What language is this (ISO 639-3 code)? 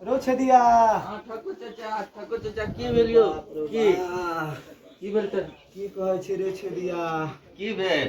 mai